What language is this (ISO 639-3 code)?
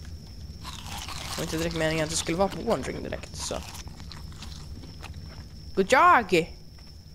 swe